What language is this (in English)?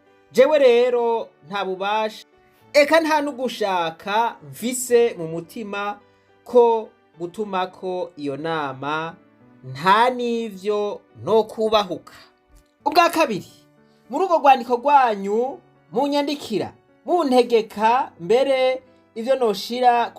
Rundi